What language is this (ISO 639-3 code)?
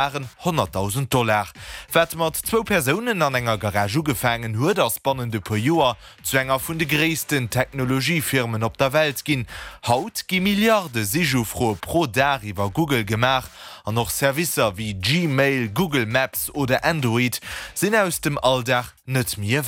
ltz